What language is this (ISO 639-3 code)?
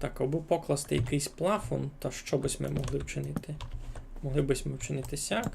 rue